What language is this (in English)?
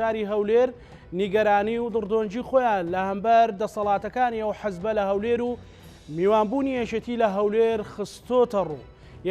Central Kurdish